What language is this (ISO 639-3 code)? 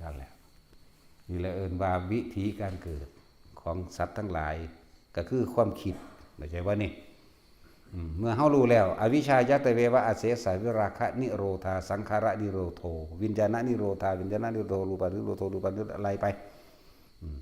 tts